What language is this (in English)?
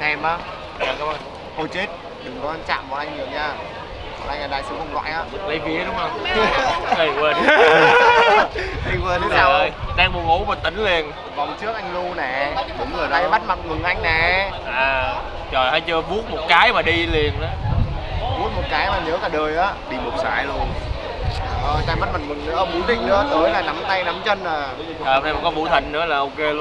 Vietnamese